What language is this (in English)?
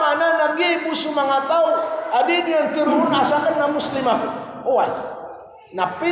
Maranao